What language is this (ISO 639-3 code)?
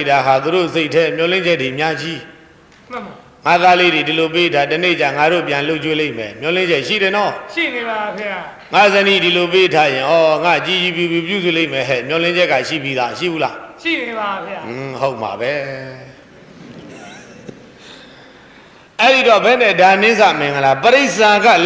mya